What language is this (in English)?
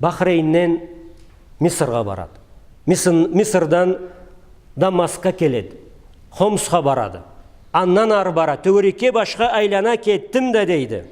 Karachay-Balkar